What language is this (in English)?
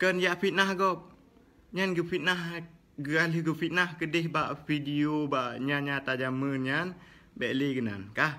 Achinese